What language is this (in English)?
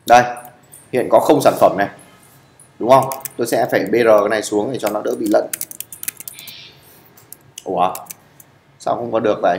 Vietnamese